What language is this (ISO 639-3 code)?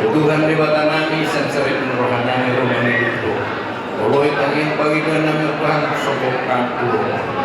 bbc